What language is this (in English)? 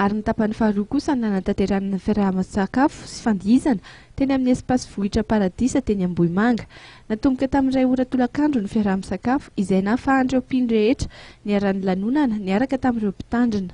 Malagasy